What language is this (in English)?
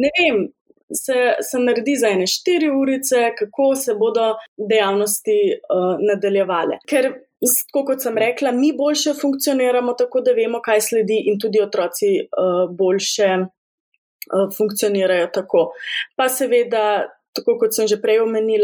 Slovenian